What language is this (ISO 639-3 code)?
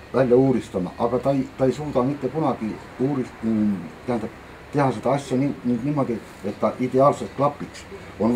est